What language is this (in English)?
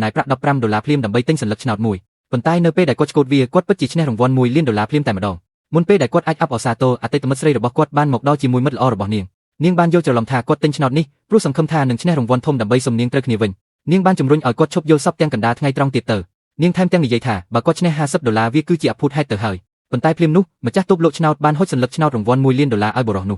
Khmer